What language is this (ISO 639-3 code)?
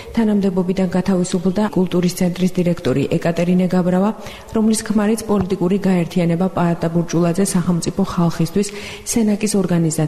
kat